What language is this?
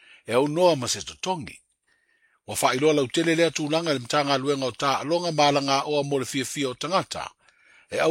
Samoan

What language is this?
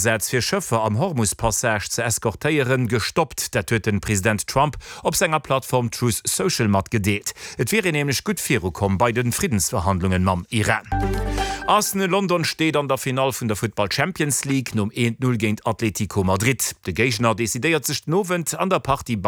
Luxembourgish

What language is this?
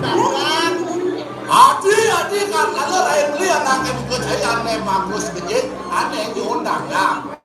Balinese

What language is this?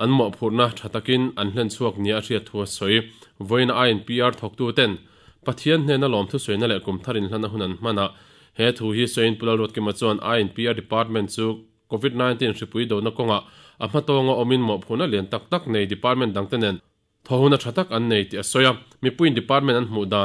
Mizo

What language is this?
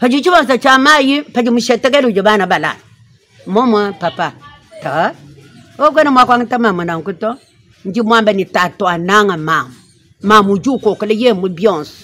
Luba-Lulua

